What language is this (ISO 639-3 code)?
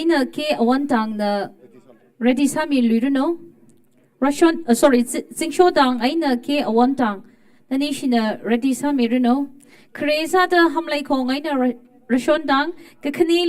nmf